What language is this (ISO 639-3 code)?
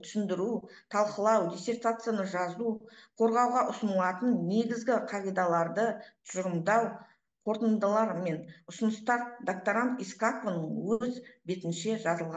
kaz